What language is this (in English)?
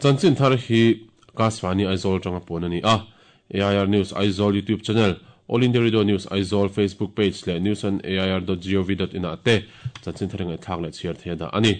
Mizo